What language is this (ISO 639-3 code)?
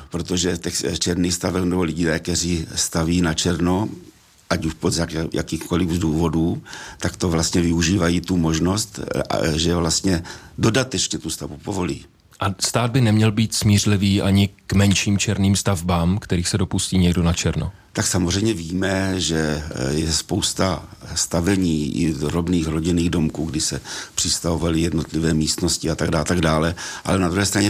ces